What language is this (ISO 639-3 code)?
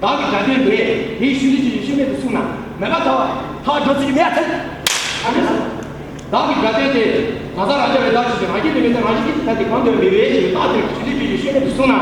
bod